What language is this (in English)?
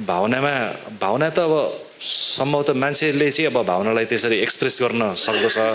Nepali